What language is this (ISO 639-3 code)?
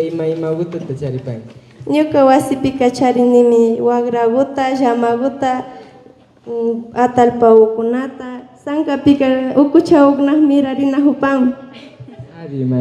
qvi